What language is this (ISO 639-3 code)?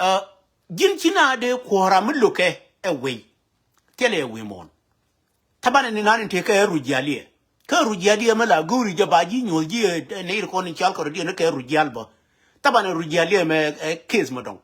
nus